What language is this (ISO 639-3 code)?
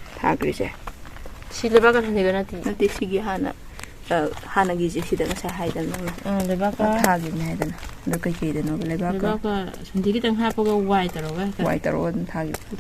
mni